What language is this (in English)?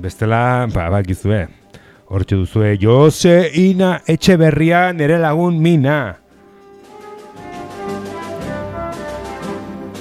Basque